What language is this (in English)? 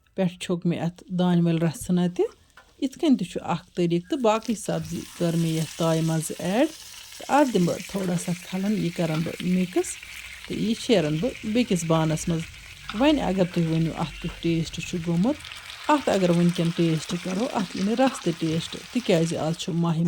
Kashmiri